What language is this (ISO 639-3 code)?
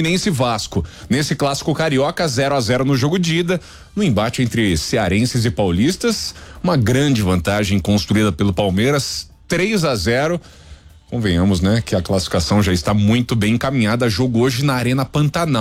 por